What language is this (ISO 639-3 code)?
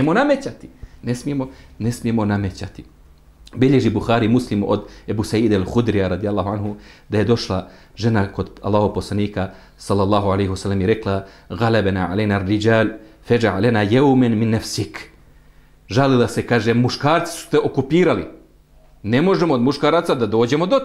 bos